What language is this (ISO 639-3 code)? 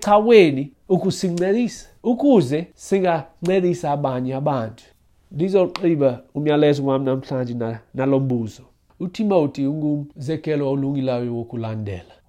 xho